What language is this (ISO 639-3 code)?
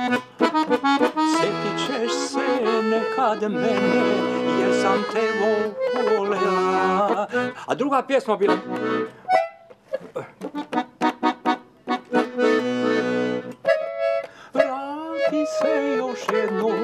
bos